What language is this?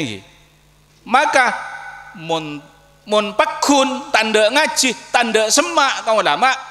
Madurese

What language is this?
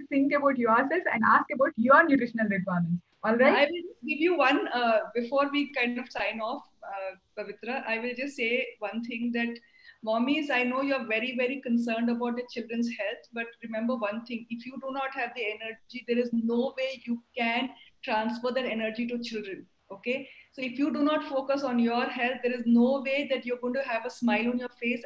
English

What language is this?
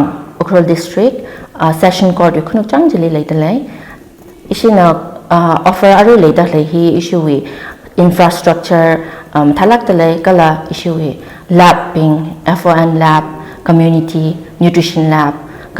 Tangkhul Naga (India)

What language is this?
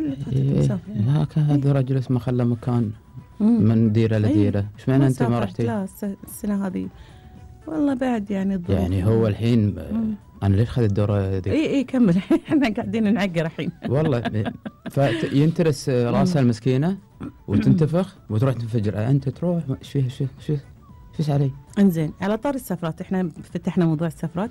Gulf Arabic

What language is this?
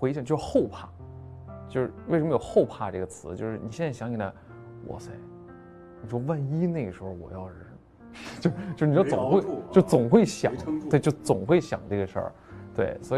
Chinese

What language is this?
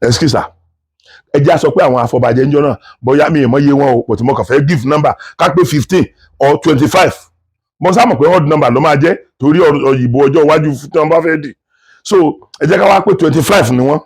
Yoruba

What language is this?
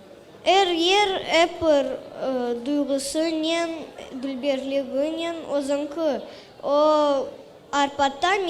Crimean Tatar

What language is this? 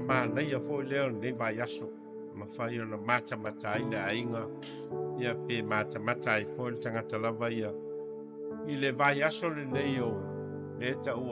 Samoan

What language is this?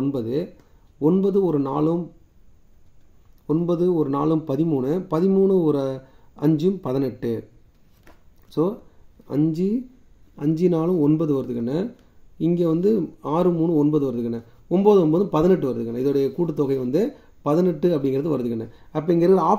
Tamil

